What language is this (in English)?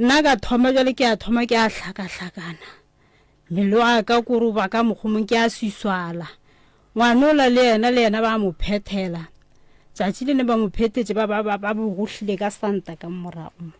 Northern Sotho